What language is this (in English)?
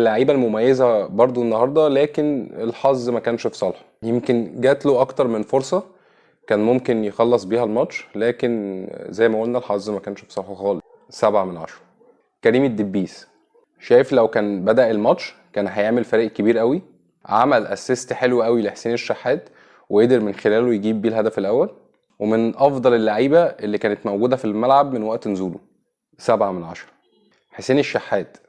Egyptian Arabic